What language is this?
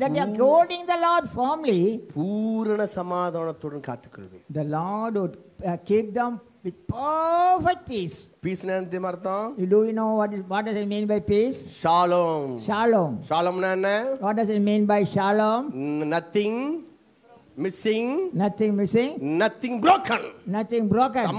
Tamil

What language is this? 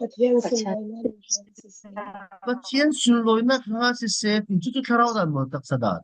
Falam Chin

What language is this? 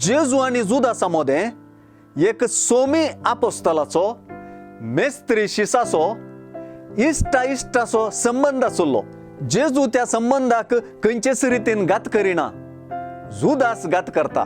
Konkani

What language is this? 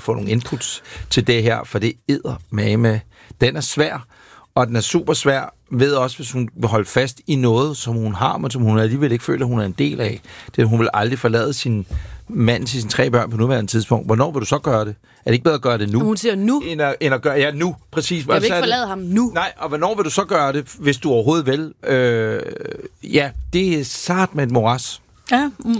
Danish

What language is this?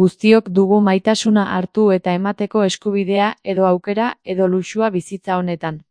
Basque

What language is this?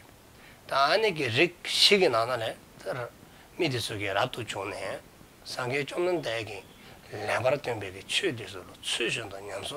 Dzongkha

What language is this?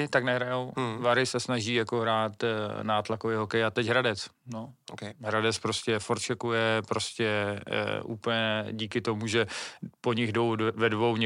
Czech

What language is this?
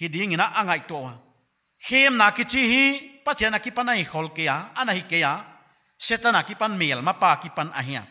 Paite Chin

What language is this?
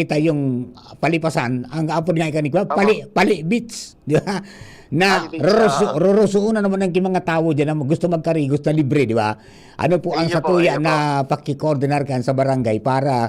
Bikol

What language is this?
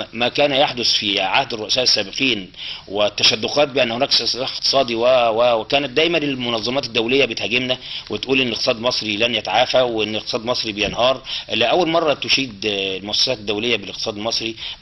Egyptian Arabic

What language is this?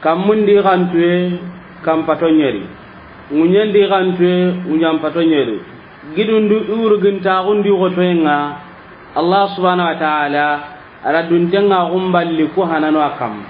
Soninke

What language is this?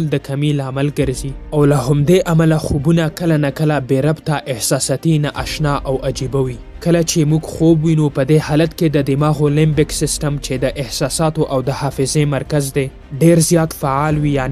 Pashto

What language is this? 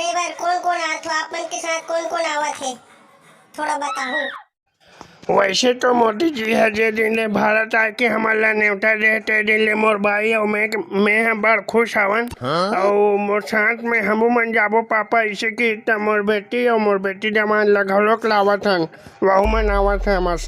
Chhattisgarhi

